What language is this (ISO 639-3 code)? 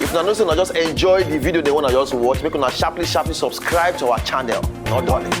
pcm